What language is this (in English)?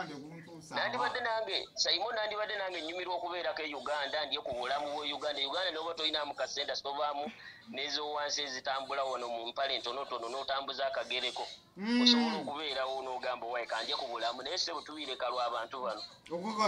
Ganda